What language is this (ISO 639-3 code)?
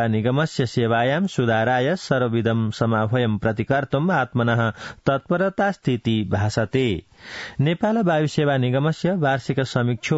san